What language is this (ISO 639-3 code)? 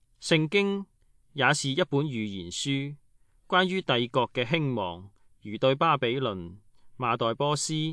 yue